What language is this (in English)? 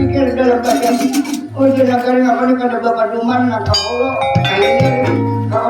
Banjar